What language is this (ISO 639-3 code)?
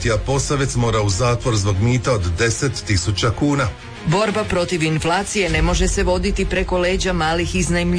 hrv